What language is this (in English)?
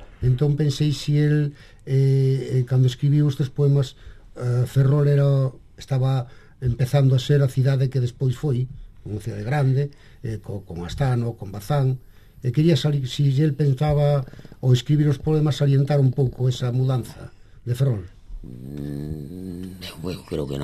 Galician